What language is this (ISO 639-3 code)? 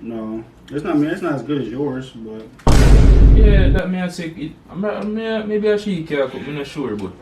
jam